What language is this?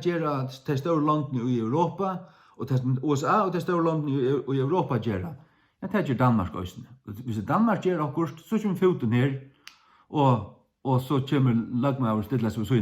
Faroese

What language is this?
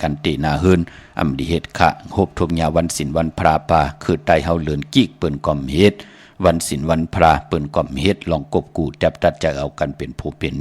Shan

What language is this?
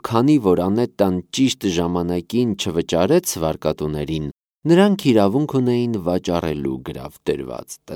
Armenian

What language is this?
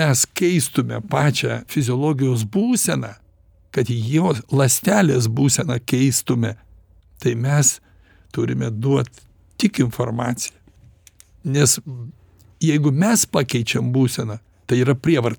Lithuanian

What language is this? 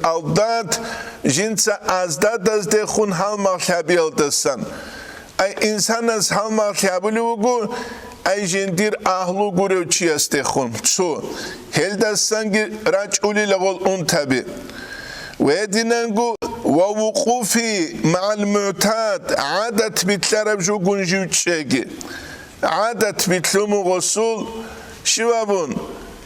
Avaric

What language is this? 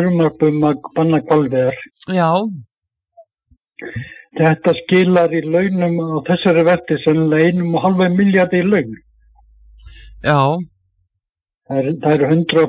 Icelandic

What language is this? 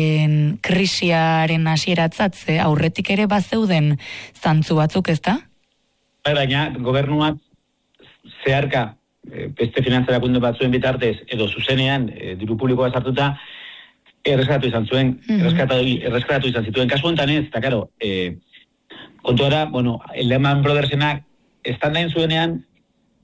Basque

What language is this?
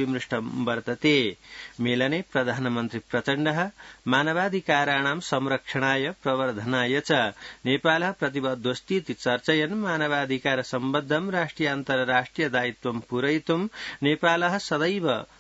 Sanskrit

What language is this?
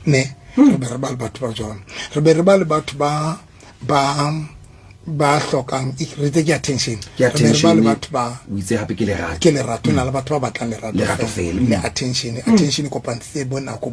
Southern Sotho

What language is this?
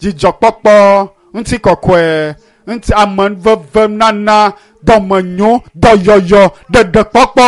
Ewe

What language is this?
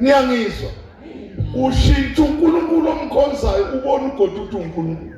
Zulu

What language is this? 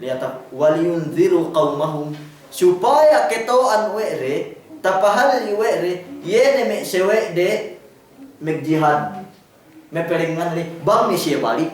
Yakan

